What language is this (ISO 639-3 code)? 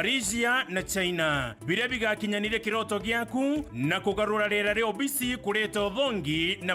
mer